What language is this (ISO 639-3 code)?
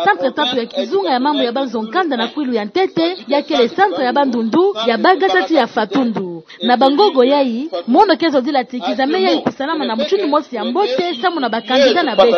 ktu